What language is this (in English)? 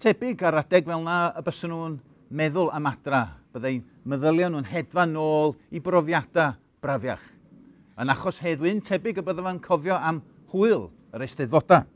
Welsh